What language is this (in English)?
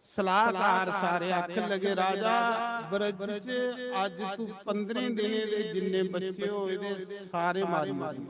Dogri